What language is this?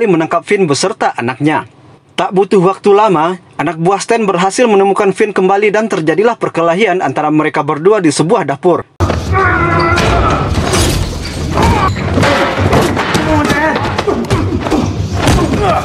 Indonesian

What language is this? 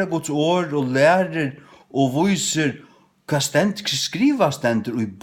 Faroese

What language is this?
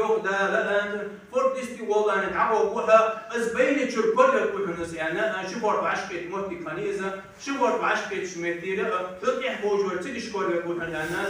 Ingush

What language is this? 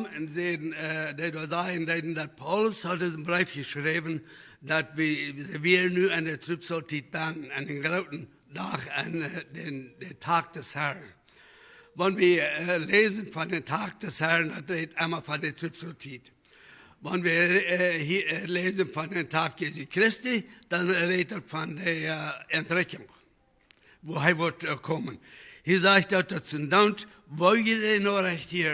Plautdietsch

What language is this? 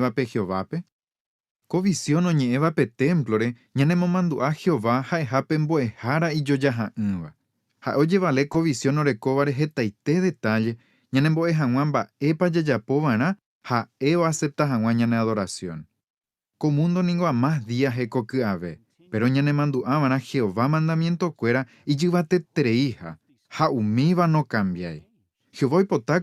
Guarani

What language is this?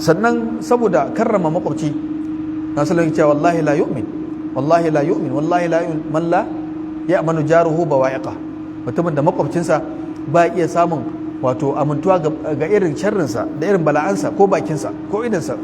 Hausa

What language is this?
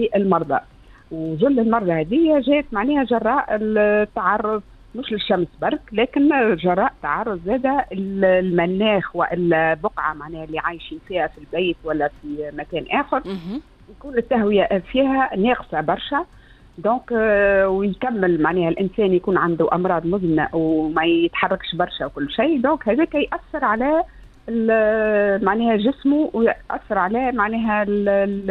Tunisian Arabic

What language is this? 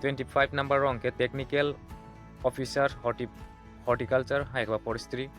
Kok Borok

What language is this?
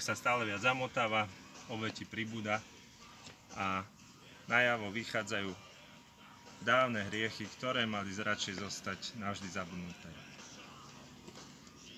Slovak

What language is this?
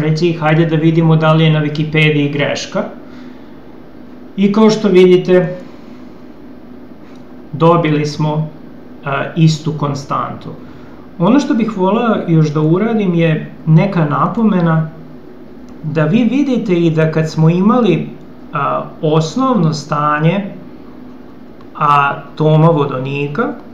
Serbian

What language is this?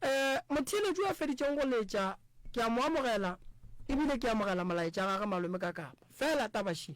Northern Sotho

